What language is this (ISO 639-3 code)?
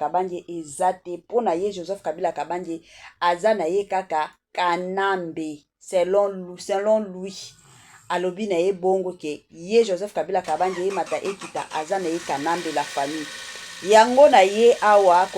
lin